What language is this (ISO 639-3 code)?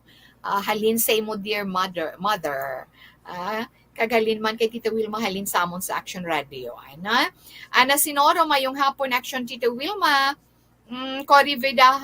hil